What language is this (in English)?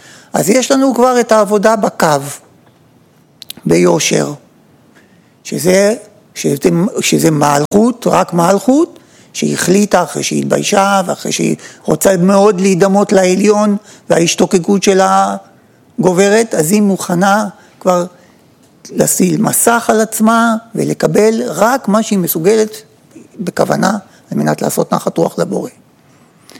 Hebrew